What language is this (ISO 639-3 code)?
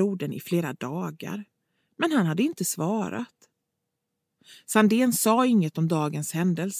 swe